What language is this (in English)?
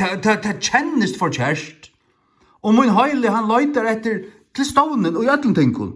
Faroese